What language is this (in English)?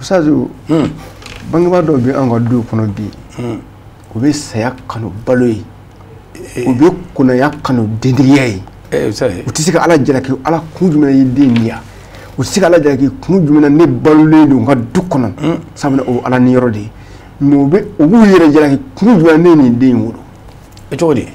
Bambara